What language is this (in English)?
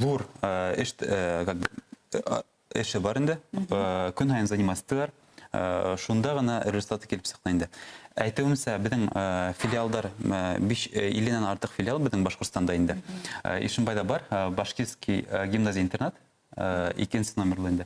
Bashkir